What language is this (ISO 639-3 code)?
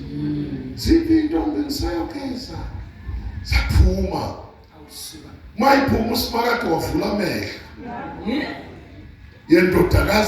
zul